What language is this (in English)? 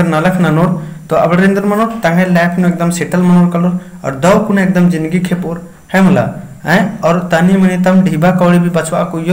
Kurukh